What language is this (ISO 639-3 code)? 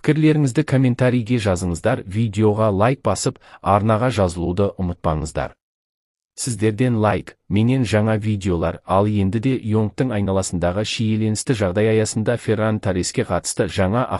kaz